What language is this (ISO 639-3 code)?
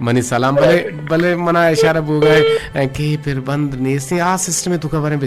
bgp